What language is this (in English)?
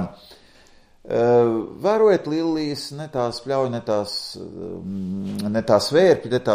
Latvian